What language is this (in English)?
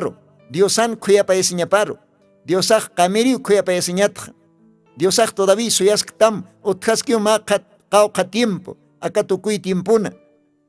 Aymara